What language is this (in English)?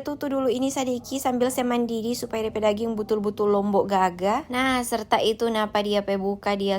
Manado Malay